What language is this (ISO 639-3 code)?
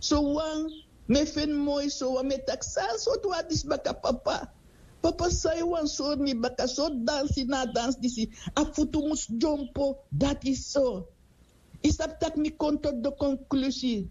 srn